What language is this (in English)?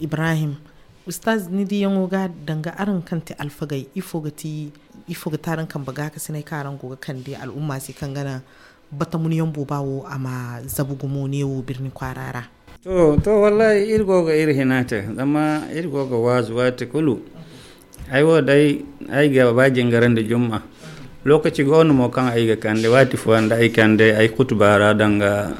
Zarma